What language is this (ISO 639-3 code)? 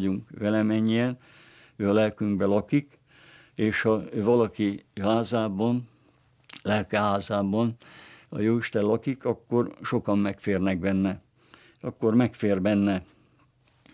hun